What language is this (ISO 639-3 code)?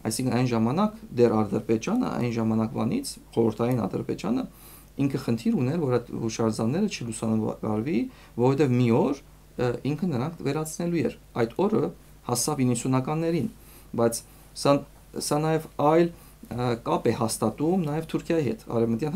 hye